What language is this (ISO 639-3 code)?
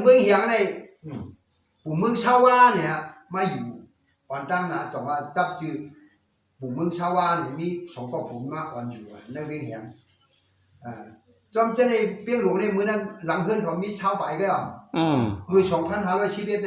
shn